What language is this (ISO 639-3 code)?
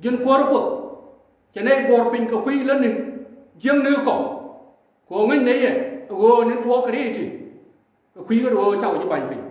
nus